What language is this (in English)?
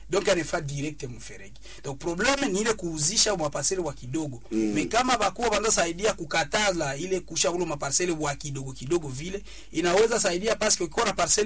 Swahili